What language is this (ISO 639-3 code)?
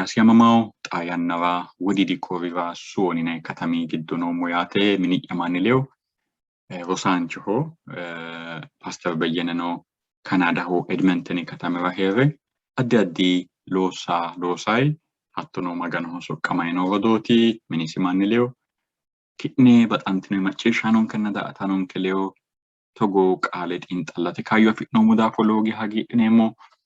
sid